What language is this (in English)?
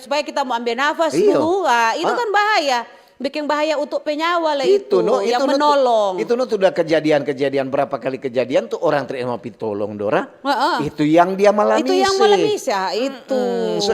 Manado Malay